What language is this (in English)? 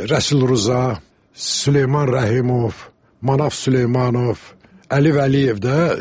Azerbaijani